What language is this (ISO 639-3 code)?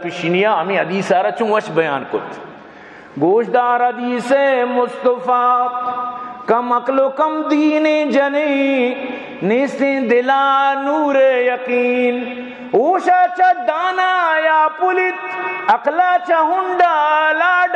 bal